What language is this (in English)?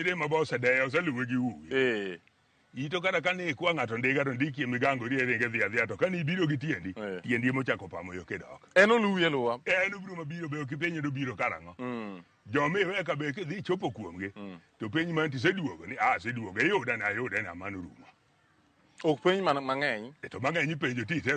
Luo (Kenya and Tanzania)